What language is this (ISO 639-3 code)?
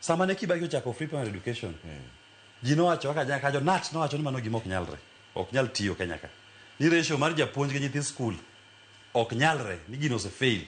luo